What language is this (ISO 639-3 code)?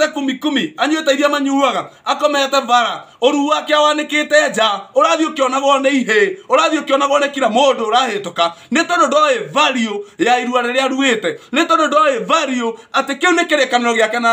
kik